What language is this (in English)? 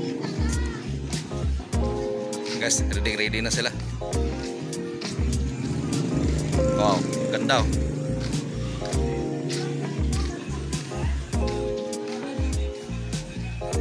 Filipino